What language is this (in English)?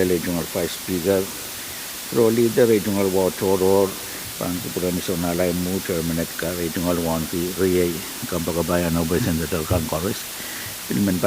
Pohnpeian